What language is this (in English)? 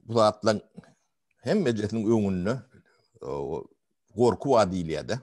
Turkmen